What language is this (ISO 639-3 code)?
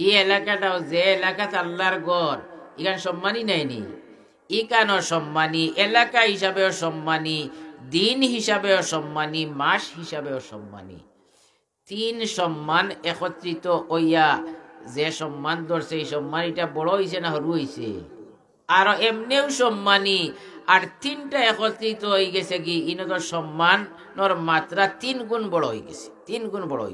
syl